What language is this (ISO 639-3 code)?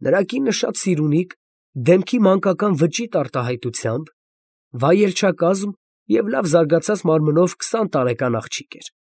hye